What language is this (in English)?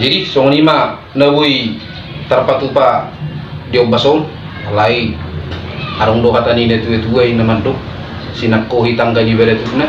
Batak Toba